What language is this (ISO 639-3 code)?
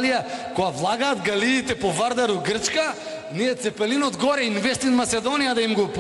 mkd